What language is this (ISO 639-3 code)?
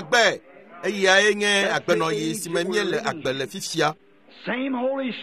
ewe